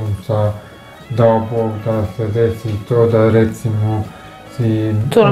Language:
Croatian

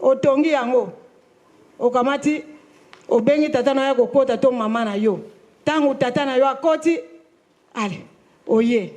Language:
Lingala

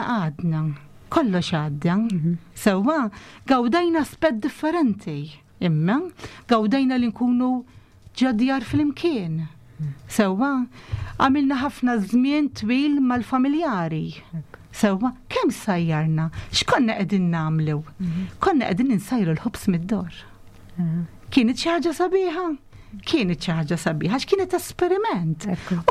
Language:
Maltese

